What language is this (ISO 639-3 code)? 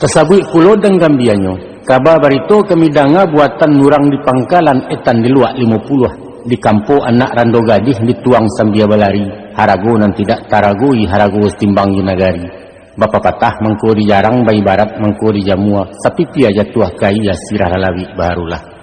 min